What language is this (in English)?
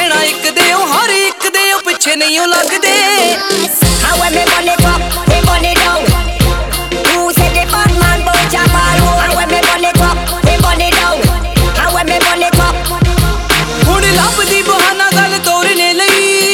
Punjabi